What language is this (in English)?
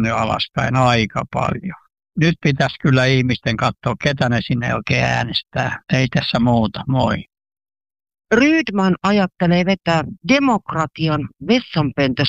Finnish